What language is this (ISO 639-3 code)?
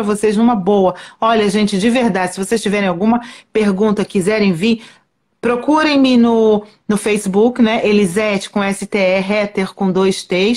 por